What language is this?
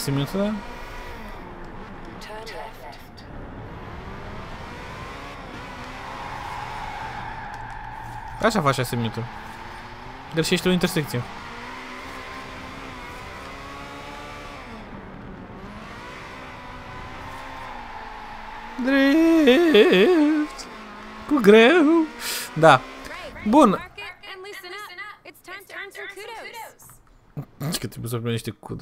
Romanian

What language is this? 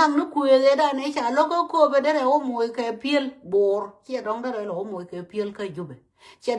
Nuer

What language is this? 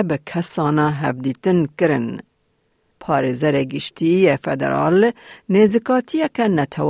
Kurdish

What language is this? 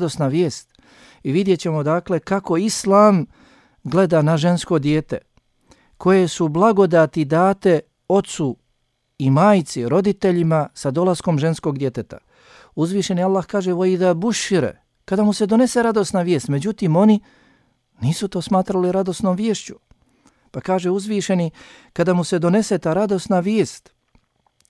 Bosnian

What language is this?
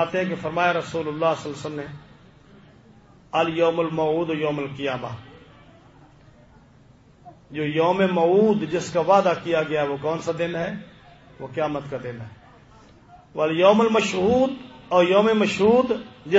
Urdu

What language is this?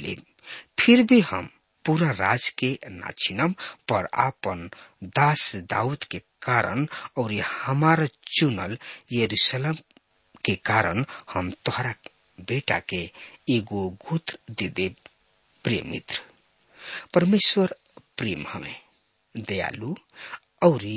Bhojpuri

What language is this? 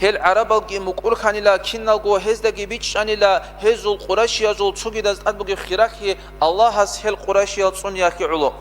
Avaric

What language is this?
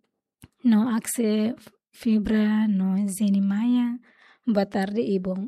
Tetum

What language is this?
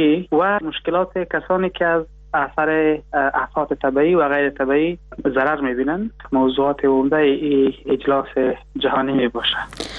Persian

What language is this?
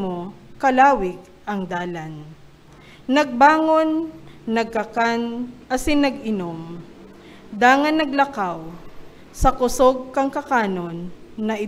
Bikol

